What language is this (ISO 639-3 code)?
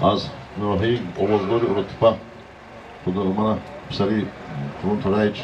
tgk